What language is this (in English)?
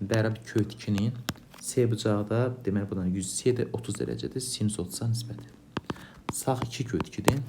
Azerbaijani